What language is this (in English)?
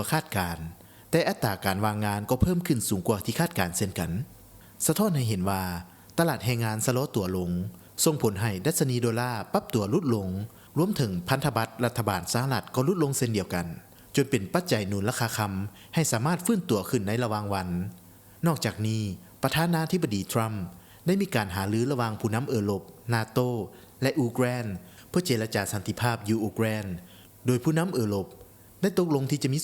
Lao